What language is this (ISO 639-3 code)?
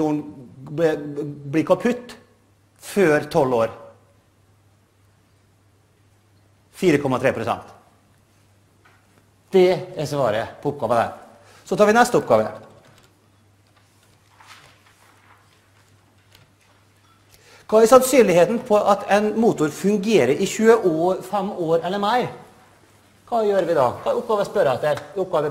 nor